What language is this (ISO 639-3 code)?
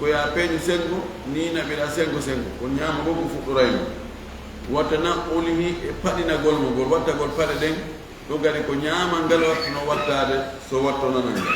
ful